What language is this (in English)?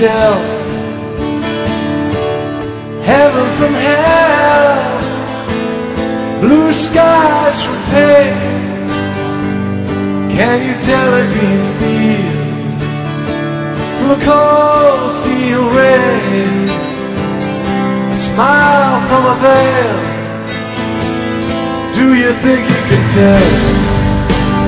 English